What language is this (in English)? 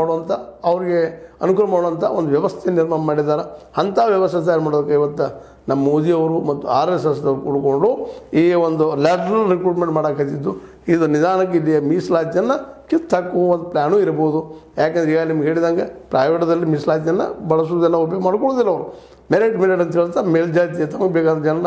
Kannada